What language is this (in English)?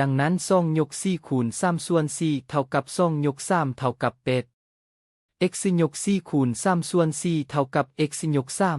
Lao